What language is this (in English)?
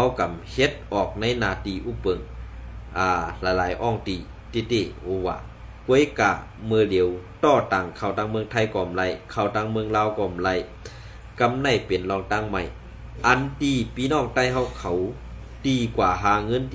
Shan